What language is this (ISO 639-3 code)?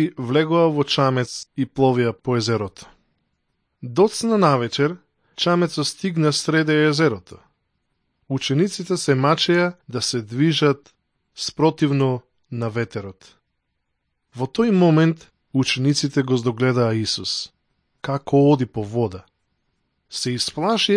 mkd